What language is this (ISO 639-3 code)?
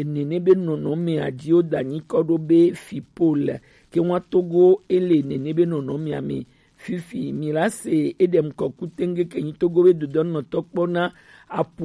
gej